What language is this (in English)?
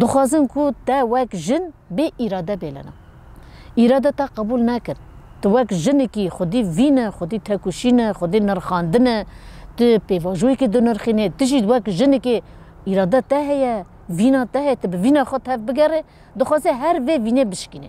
Kurdish